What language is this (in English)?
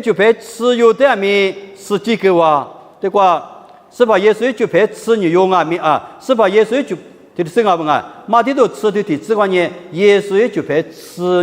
Lisu